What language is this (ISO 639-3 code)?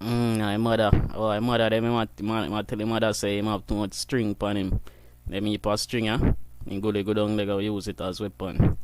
jam